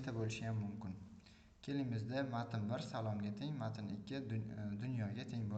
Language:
Uzbek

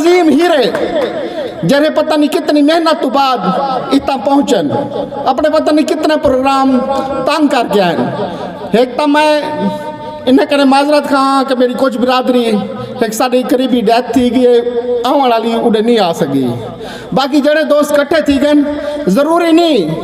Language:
Saraiki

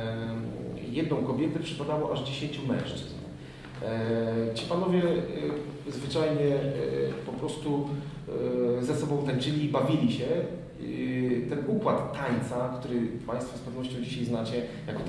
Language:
Polish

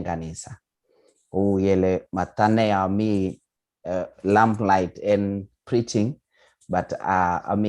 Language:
Kalenjin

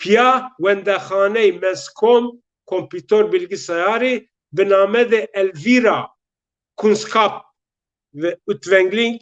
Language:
Zaza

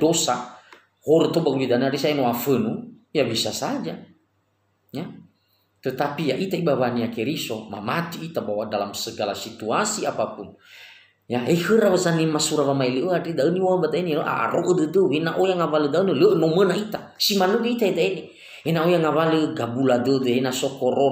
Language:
Nias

